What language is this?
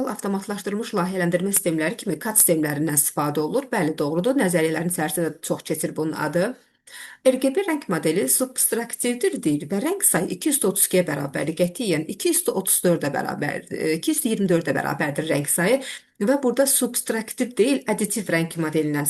Azerbaijani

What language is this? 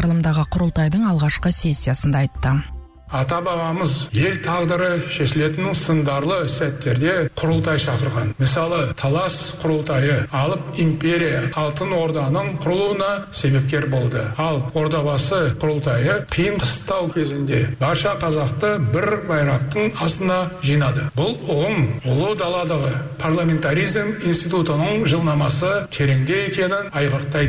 Kazakh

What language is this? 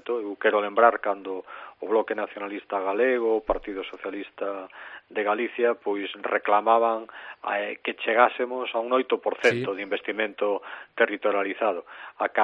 Galician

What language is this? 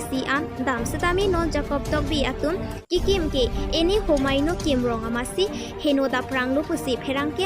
Karbi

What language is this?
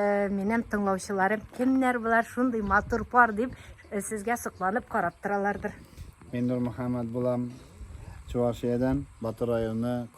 Tatar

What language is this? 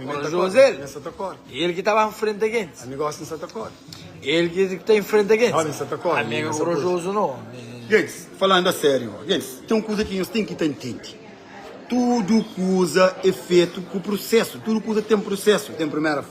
Kabuverdianu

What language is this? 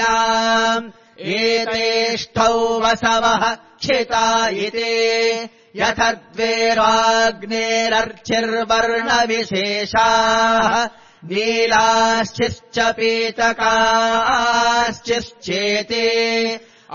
Sanskrit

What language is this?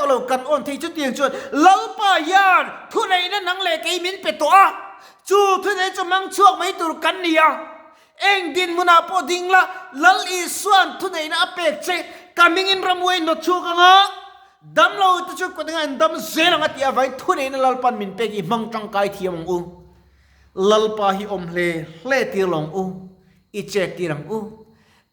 Mizo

